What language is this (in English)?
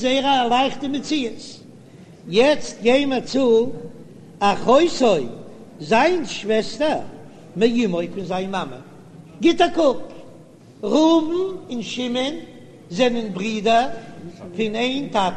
Yiddish